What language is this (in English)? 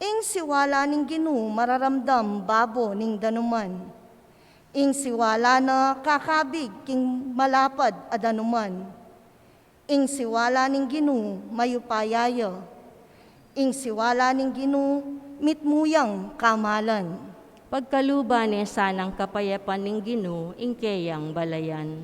Pampanga